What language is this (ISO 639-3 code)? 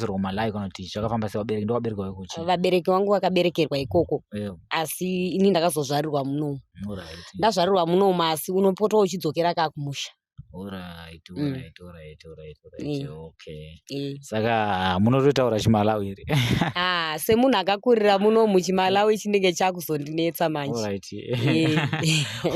sna